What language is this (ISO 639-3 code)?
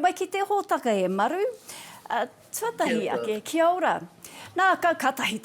mri